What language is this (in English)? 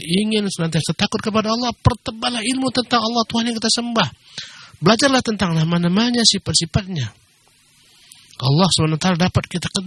Indonesian